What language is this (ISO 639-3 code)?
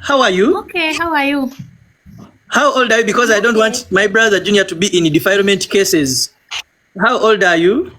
lug